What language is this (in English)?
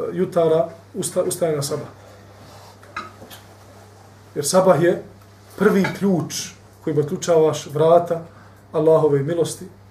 Bosnian